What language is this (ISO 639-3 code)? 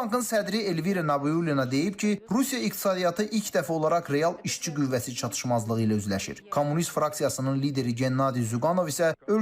aze